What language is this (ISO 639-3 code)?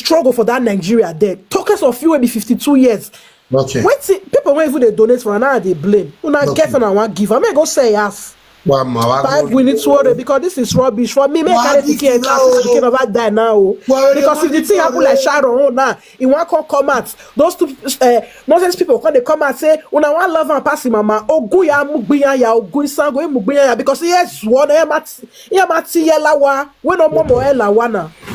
pcm